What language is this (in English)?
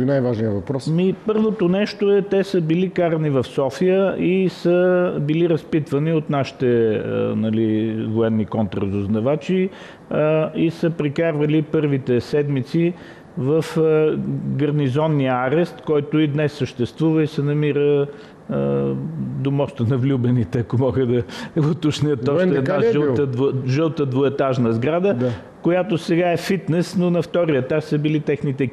Bulgarian